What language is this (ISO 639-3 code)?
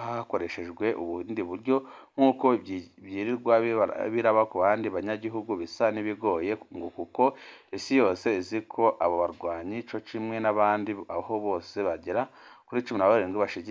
run